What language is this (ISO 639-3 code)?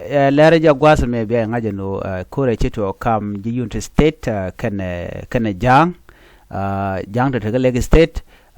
nus